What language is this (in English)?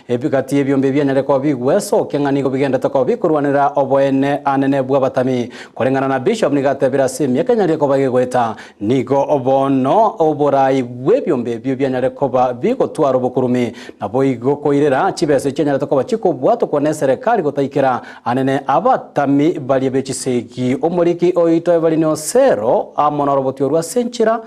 Gusii